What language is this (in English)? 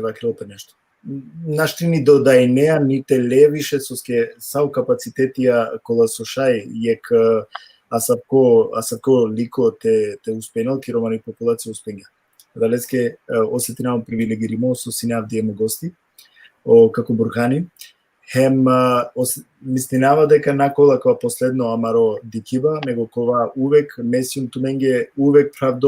Balkan Romani